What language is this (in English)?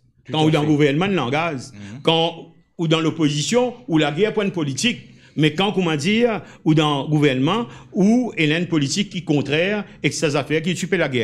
Morisyen